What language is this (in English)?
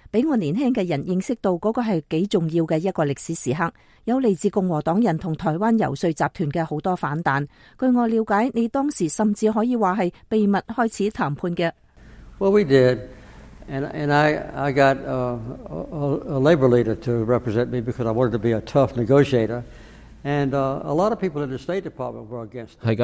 Cantonese